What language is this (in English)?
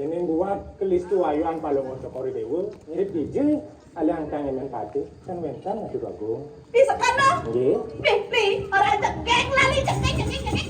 Balinese